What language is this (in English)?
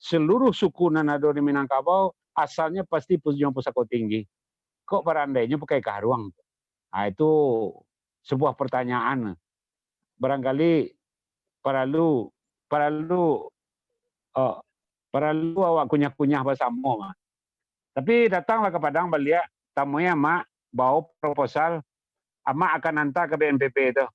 Minangkabau